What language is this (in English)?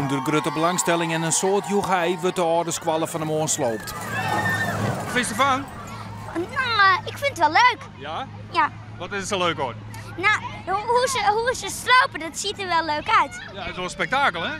Western Frisian